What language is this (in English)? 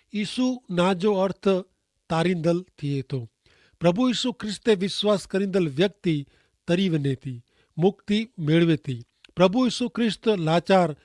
Kachhi